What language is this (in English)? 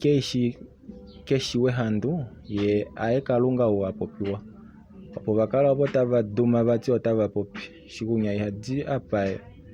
Kuanyama